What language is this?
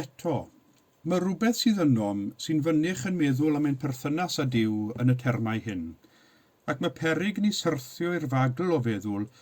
Welsh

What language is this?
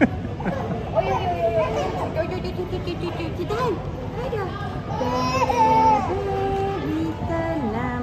Swedish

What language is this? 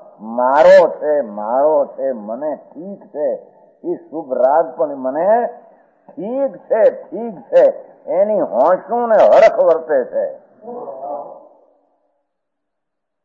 Gujarati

